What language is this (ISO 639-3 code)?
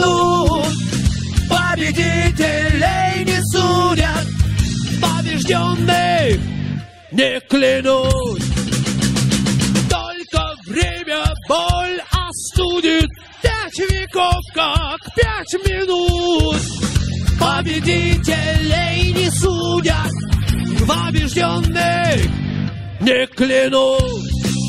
rus